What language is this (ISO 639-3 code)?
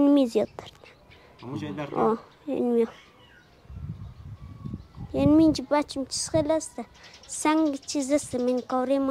fas